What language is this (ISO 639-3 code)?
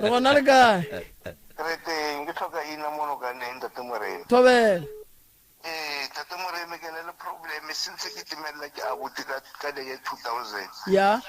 nso